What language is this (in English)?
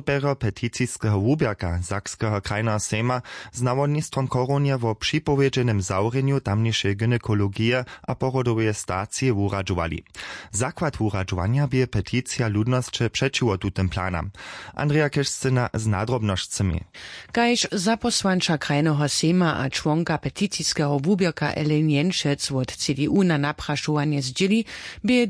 Upper Sorbian